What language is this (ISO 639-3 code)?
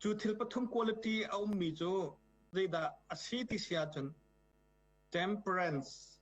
cnh